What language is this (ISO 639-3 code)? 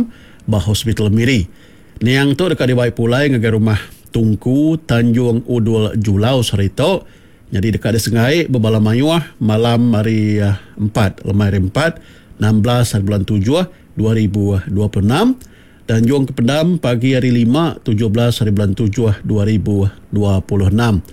iba